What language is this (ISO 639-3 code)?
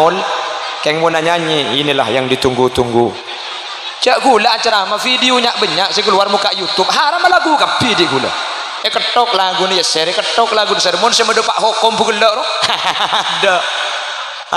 mad